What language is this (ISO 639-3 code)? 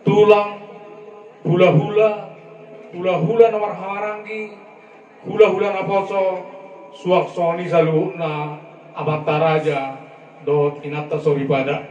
bbc